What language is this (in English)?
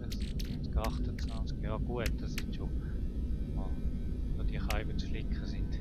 Swiss German